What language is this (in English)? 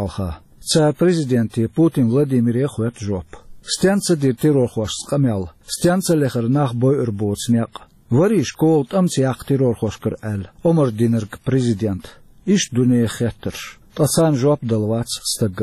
Chechen